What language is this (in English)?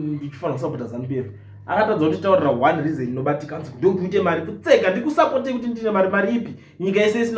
Shona